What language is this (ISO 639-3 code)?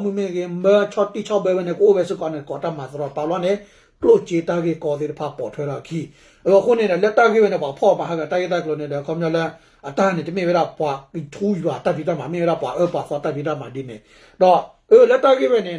ksw